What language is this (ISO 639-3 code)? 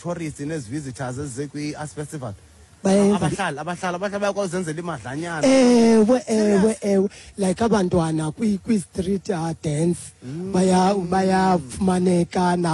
xho